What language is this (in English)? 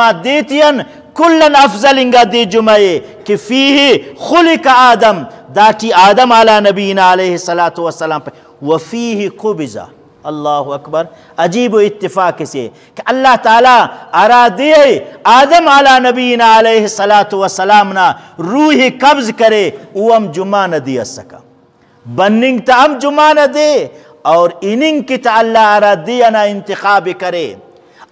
Brahui